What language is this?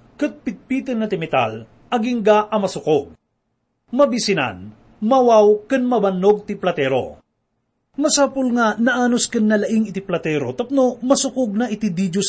Iloko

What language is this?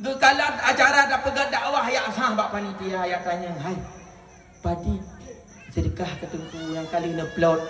Achinese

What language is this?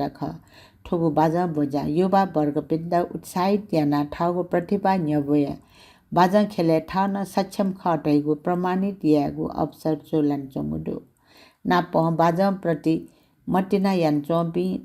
Newari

